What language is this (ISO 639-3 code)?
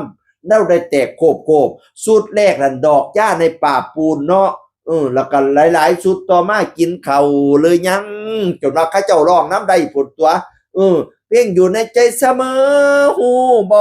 tts